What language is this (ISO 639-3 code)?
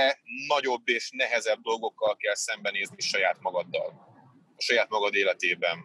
hun